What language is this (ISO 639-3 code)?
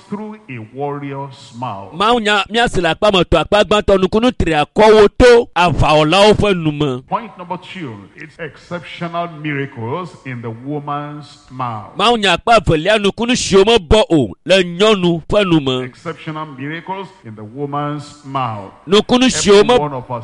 ewe